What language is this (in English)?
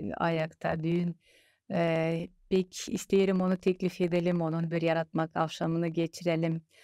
Gagauz